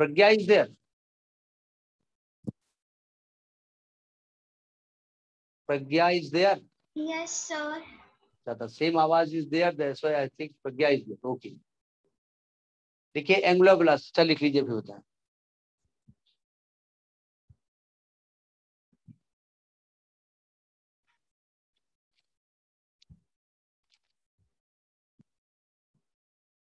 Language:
Hindi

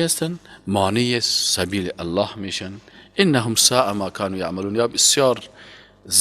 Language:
Persian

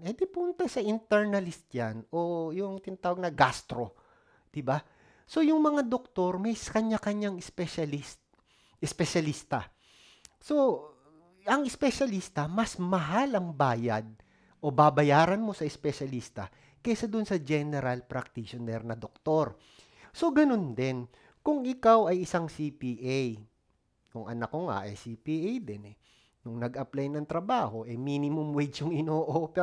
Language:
Filipino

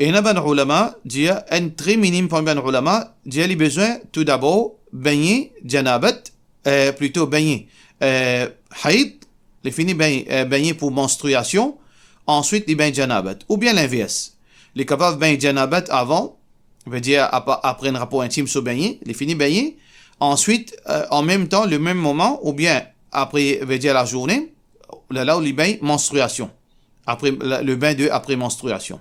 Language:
Morisyen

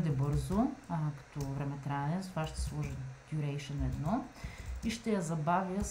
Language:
Bulgarian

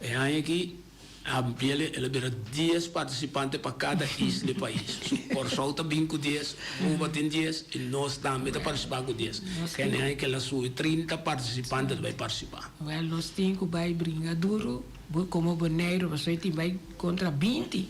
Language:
Papiamento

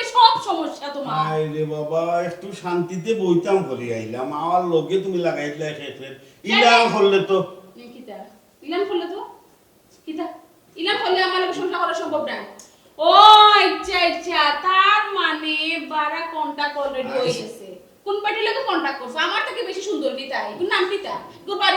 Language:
Sylheti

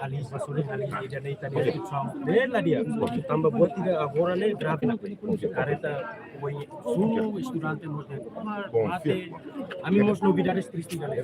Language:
Tetum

